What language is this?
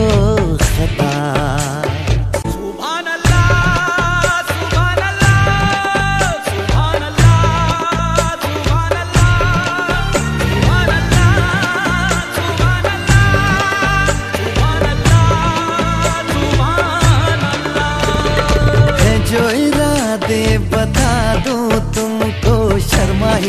Hindi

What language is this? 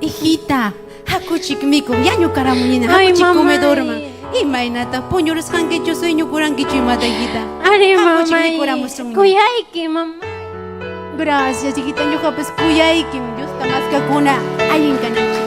Ayacucho Quechua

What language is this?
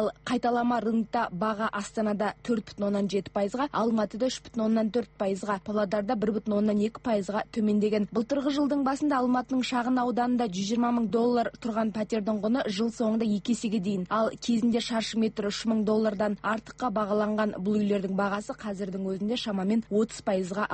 Kazakh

